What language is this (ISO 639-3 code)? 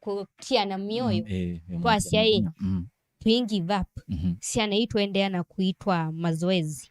kam